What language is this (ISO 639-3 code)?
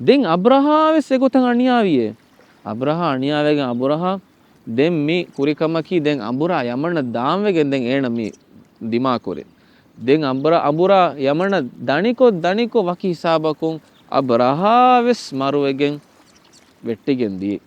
div